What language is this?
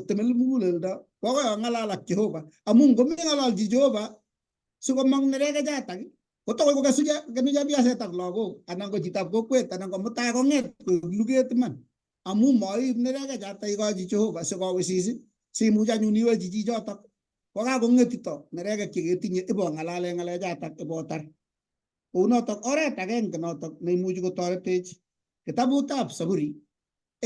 Kalenjin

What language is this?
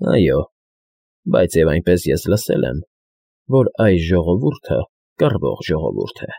Armenian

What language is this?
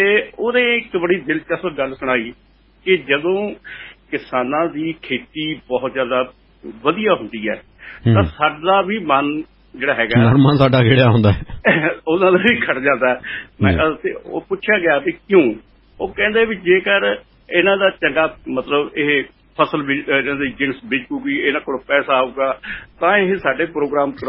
Punjabi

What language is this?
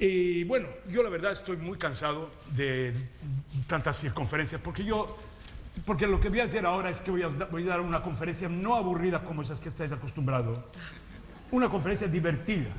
Ladino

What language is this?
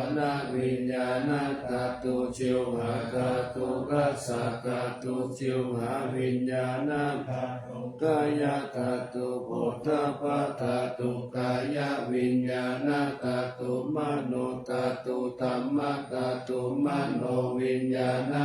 Pali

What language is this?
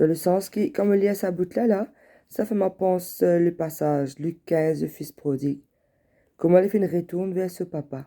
Morisyen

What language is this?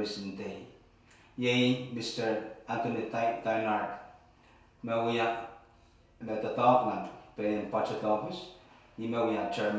Pohnpeian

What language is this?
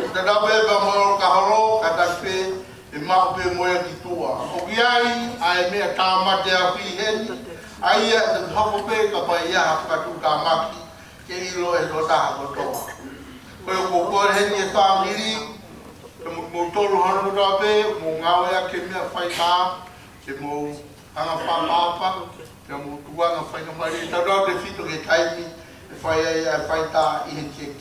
Tongan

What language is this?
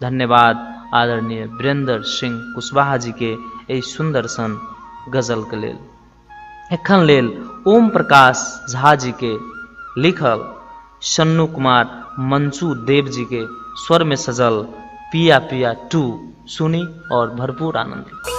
Maithili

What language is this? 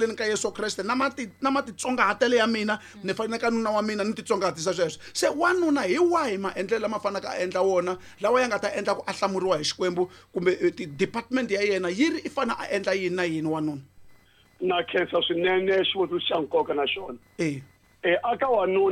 Tsonga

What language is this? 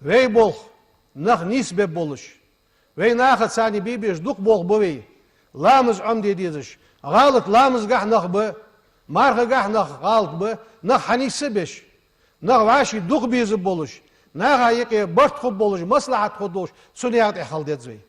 Ingush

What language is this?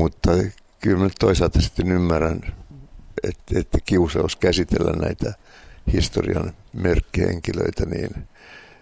Finnish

